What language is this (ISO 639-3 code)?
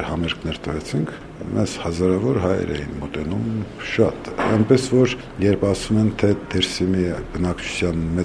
hye